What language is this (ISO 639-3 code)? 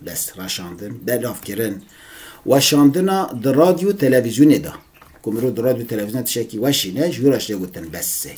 kur